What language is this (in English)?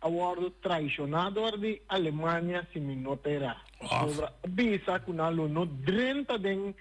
Papiamento